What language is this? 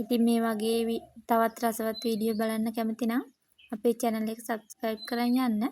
Sinhala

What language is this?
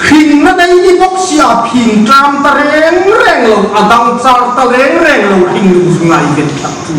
Hmar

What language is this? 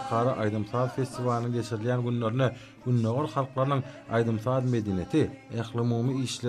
Turkmen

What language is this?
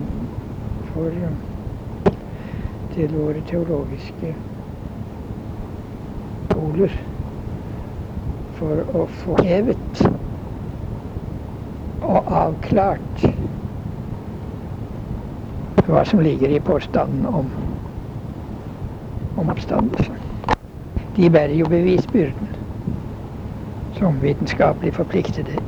Norwegian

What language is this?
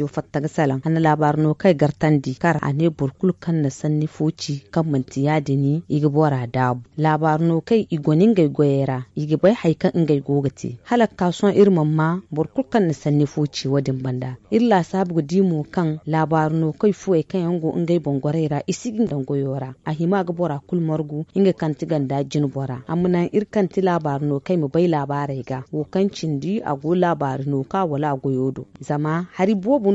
Zarma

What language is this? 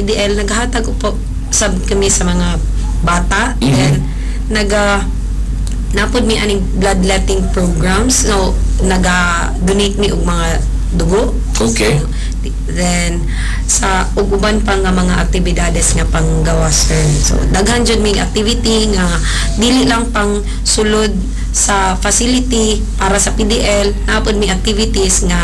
Cebuano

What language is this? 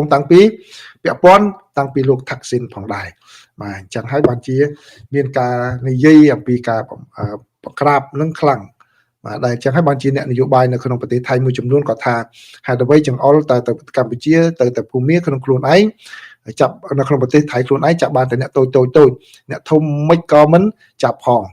Khmer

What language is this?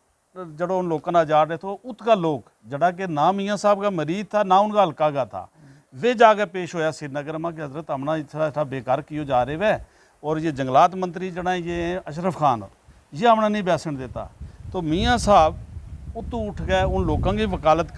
Gujari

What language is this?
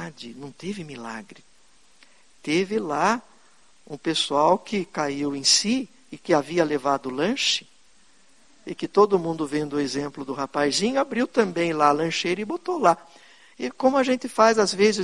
Portuguese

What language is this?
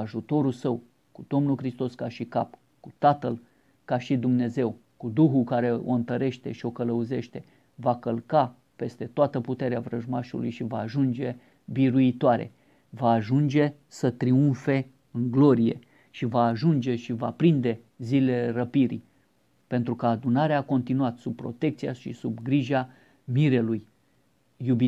Romanian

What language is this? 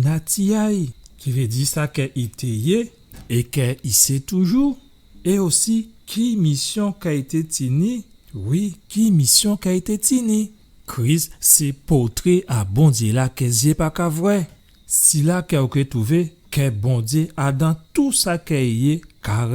Guadeloupean Creole French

